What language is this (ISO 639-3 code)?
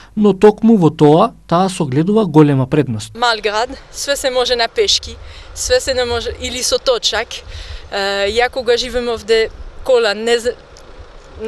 mkd